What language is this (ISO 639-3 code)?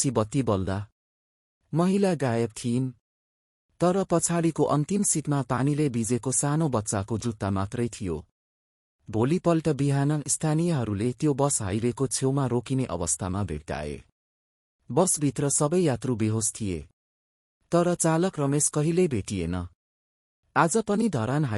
nep